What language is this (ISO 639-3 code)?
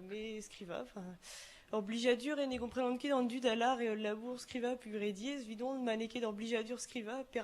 bre